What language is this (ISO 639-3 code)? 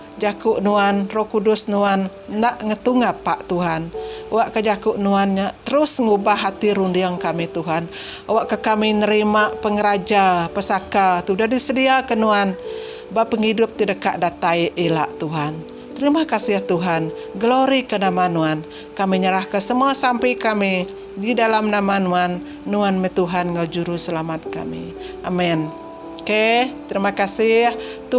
iba